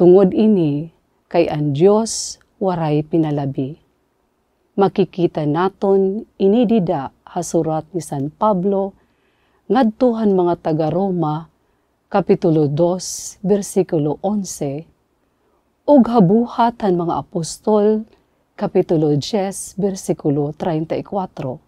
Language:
Waray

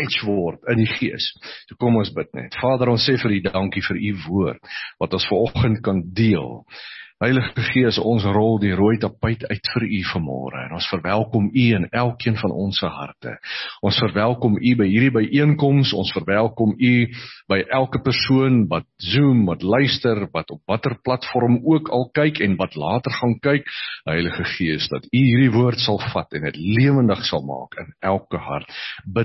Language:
Afrikaans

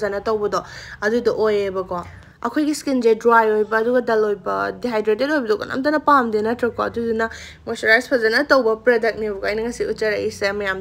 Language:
Manipuri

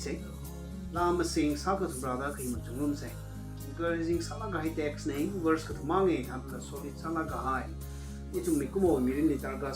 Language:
Tangkhul Naga (India)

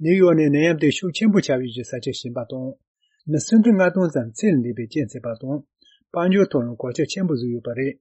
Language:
Tibetan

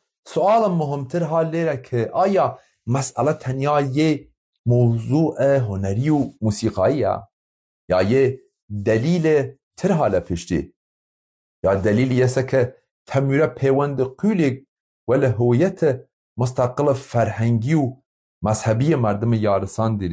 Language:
Kurdish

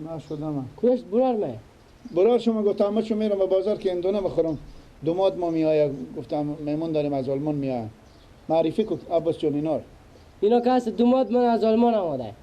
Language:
Persian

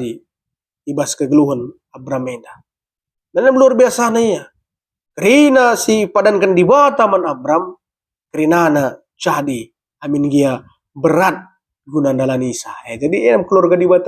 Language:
Batak Karo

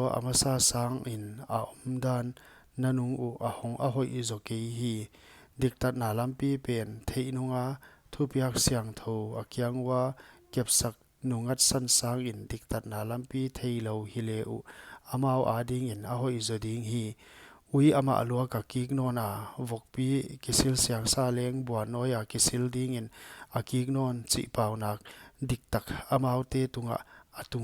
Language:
Paite Chin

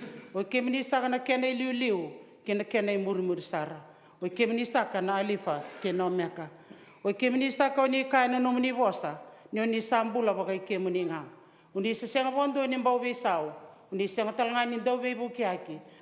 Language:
Fijian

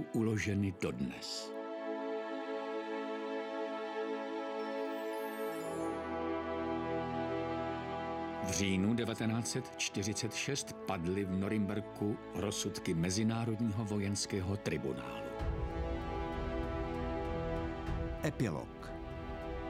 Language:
Czech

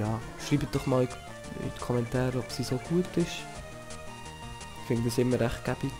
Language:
Swiss German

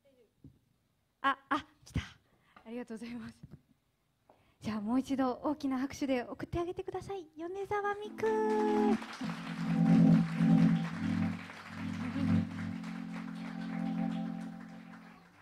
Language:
Japanese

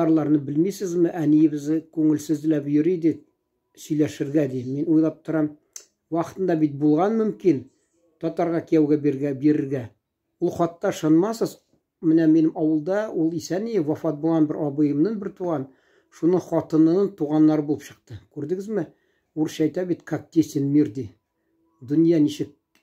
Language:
Tatar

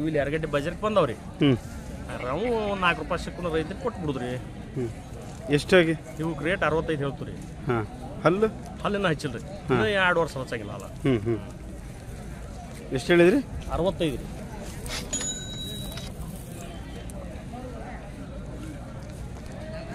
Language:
Kannada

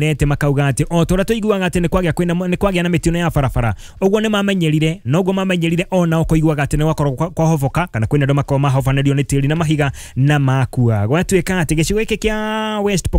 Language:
Kikuyu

